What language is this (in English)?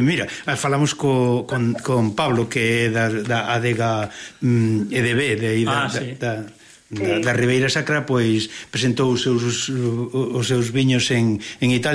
Galician